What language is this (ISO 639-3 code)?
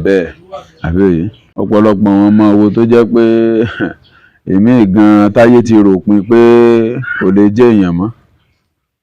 yor